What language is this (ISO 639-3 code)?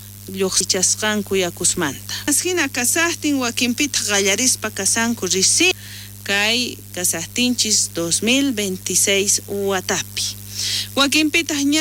quh